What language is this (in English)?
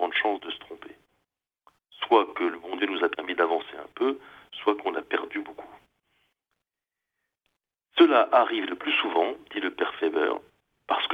French